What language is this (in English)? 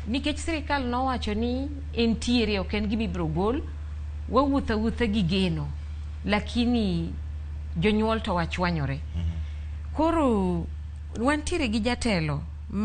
Luo (Kenya and Tanzania)